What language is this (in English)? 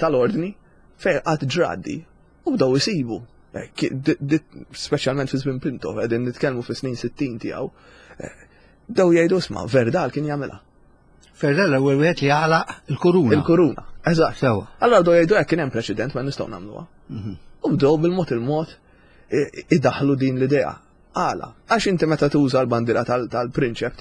Maltese